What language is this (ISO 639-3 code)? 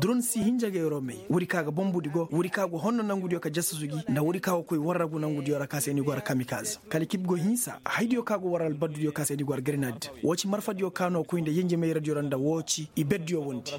ses